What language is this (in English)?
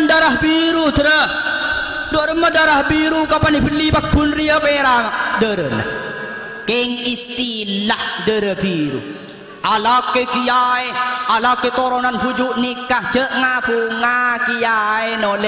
Madurese